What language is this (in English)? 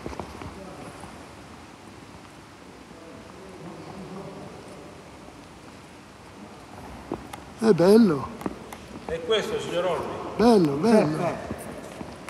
Italian